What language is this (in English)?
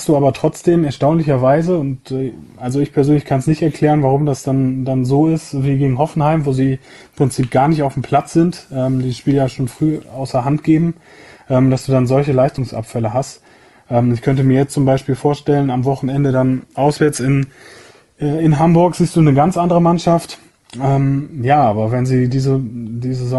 German